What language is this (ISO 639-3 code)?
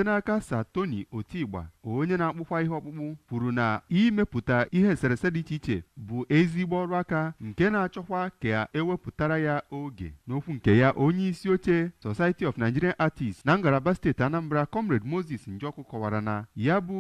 ibo